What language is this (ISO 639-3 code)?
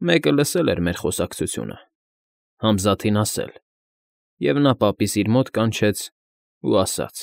hye